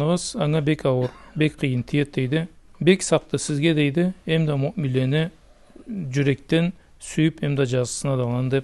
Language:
Karachay-Balkar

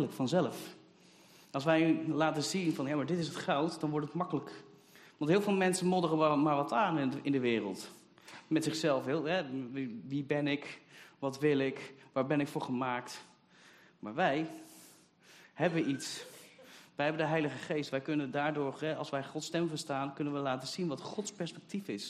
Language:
Dutch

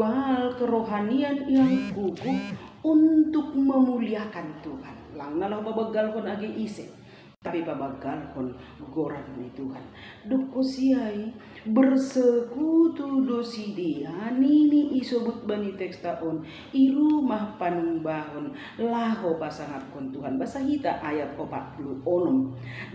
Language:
Batak Simalungun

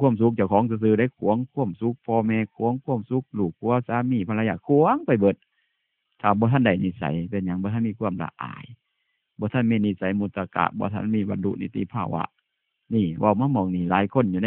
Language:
Northeastern Thai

